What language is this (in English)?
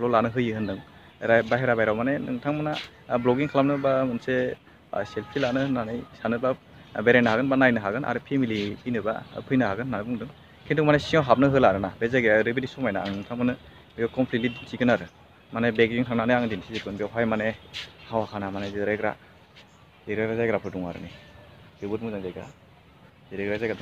Bodo